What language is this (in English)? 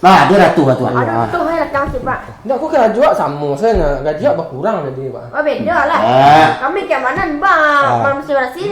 Minangkabau